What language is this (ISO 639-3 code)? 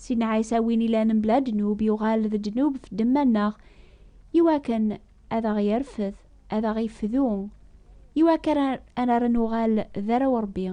kab